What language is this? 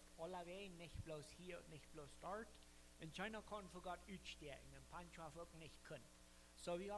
Plautdietsch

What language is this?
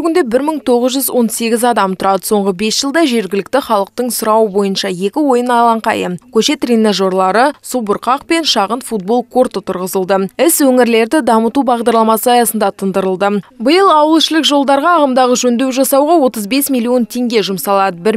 Kazakh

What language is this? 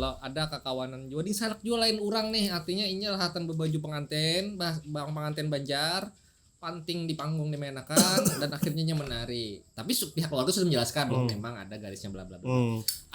Banjar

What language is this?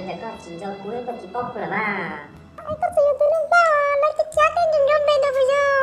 Hmong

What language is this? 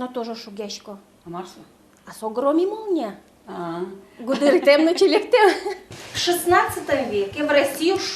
Udmurt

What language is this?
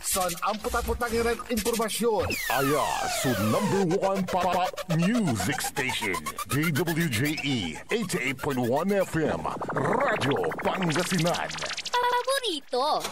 Pangasinan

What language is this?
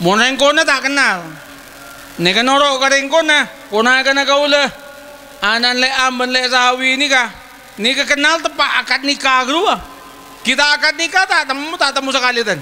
Madurese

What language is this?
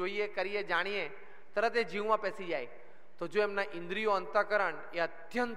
Gujarati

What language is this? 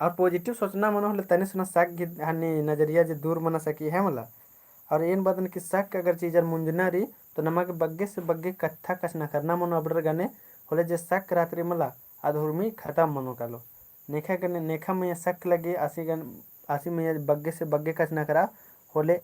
Kurukh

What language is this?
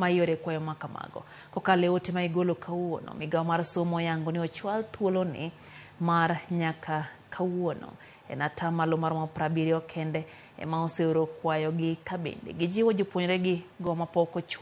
Luo (Kenya and Tanzania)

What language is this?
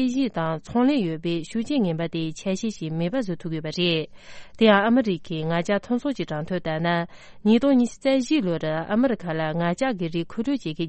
Tibetan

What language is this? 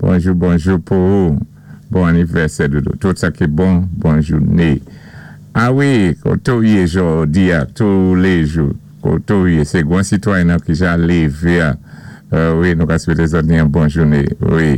Saint Lucian Creole French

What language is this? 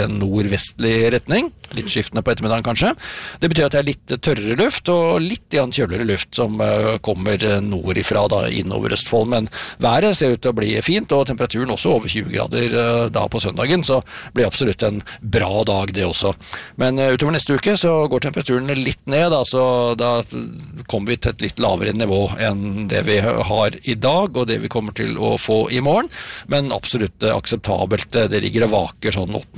Norwegian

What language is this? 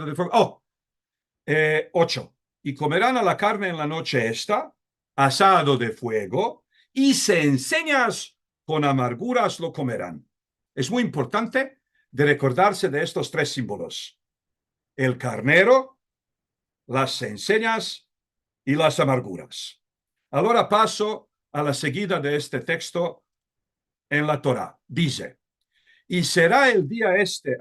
Ladino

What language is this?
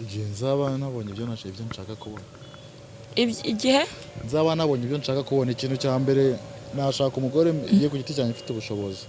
Kinyarwanda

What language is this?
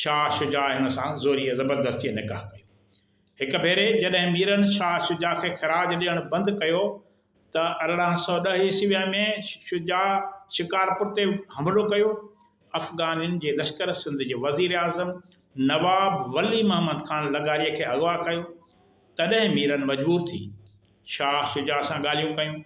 Sindhi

